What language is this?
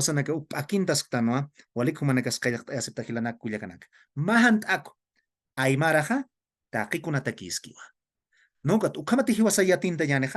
Aymara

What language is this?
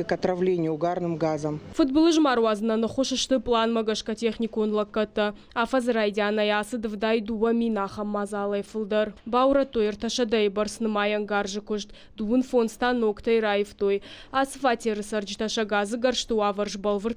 Ossetic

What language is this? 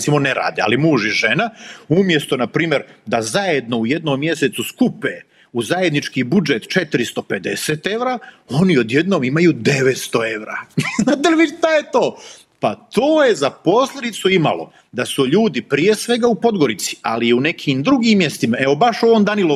Serbian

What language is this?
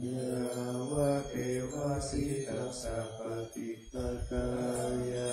Pali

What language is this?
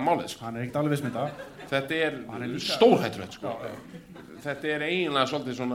Icelandic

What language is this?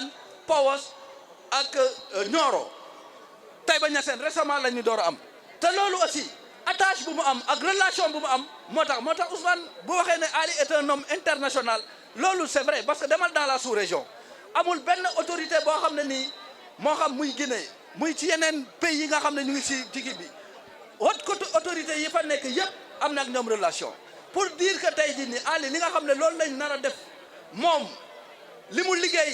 Wolof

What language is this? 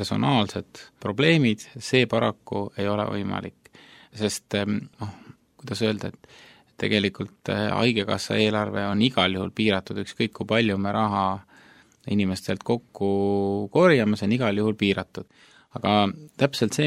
Estonian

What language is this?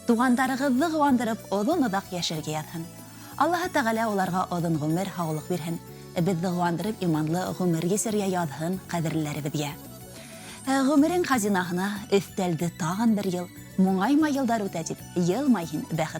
Bashkir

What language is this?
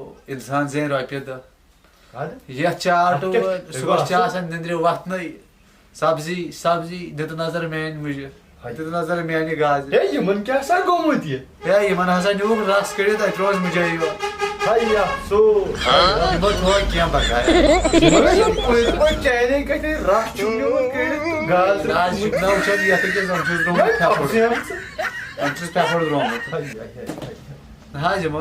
Kashmiri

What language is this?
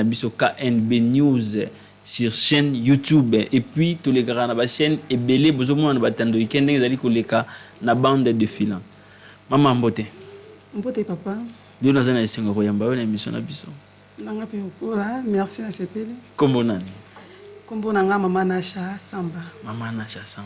Lingala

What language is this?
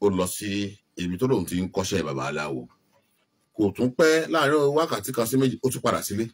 Yoruba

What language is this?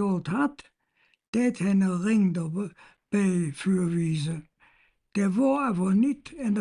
Colognian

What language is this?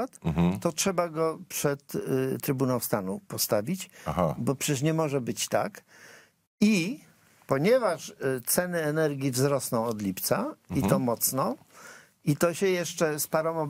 Polish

